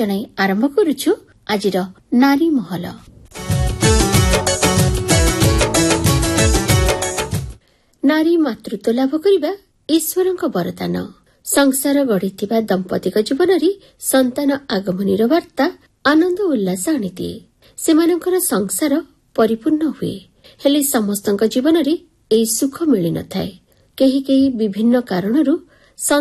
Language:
Odia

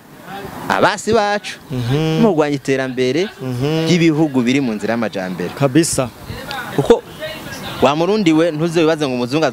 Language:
Rundi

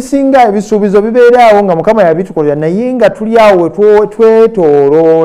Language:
Ganda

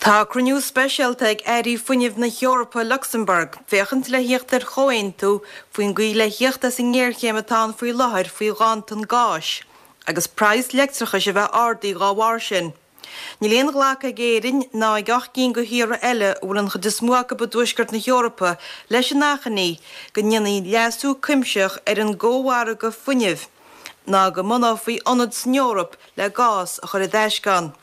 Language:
Irish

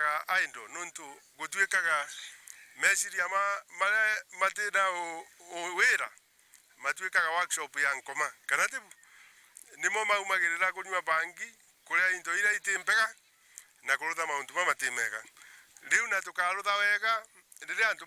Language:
Meru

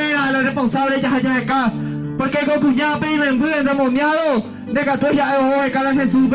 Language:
Guarani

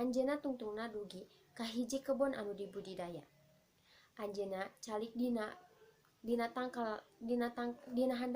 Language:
Sundanese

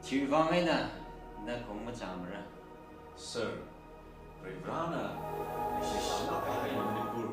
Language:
Tangkhul Naga (India)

